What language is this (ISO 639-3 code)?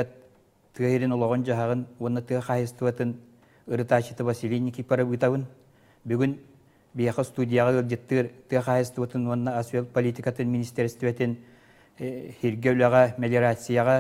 sah